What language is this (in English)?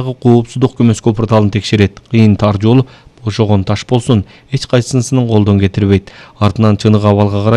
Kyrgyz